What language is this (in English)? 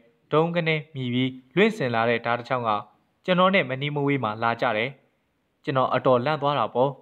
Burmese